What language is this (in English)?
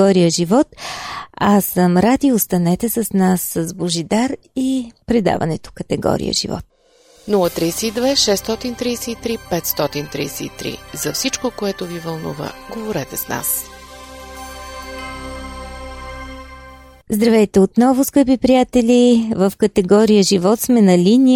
Bulgarian